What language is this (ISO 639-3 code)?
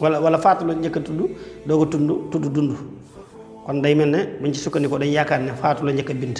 wol